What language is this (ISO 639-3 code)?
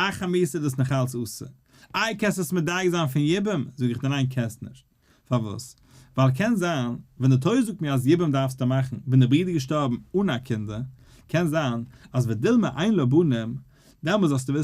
yid